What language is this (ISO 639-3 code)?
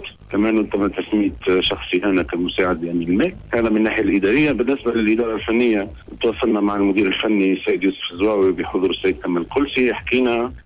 aeb